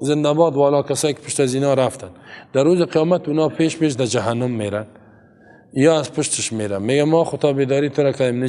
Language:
Persian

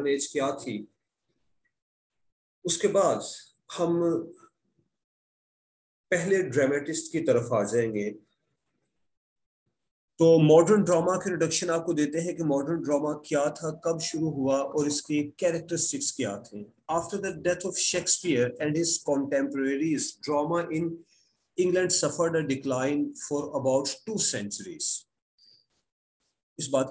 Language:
Urdu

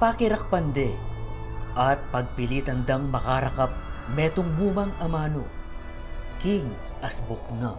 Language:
Pampanga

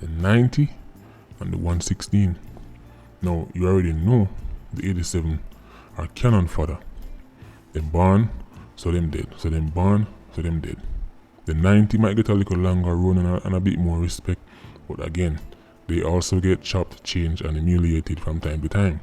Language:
Jamaican Creole English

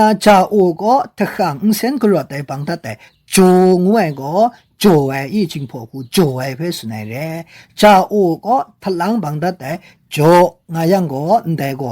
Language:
Kachin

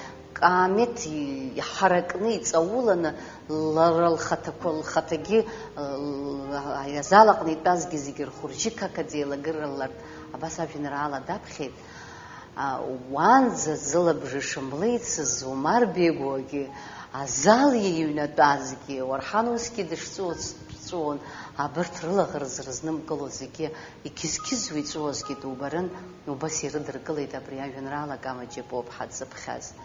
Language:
Abkhazian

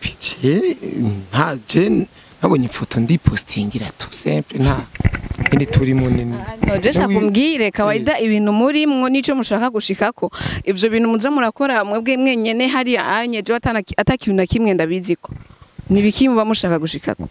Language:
Rundi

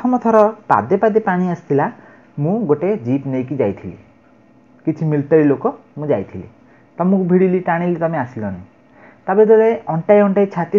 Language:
Odia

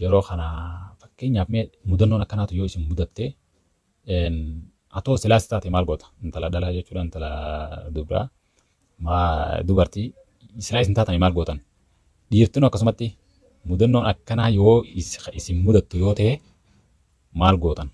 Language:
Oromo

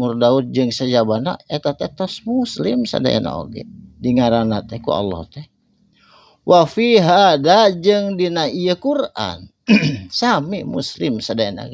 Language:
Sundanese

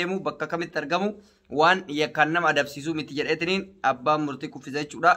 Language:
Oromo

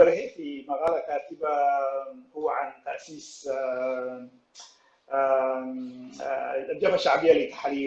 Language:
Sudanese Arabic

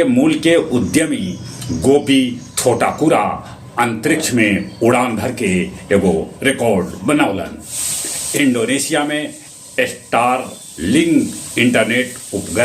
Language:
Magahi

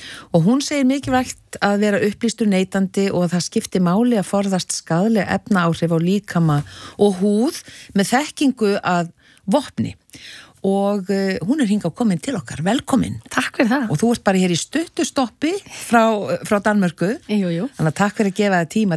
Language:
Icelandic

